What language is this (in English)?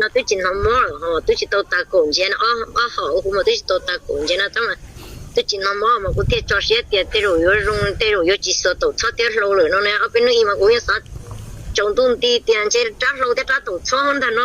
Hmong